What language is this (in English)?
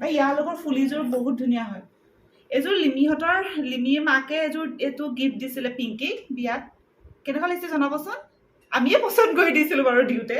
Assamese